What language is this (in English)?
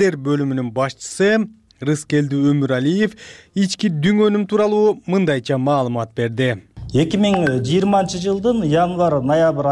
Kyrgyz